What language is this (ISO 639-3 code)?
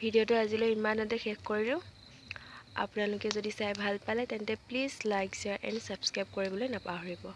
asm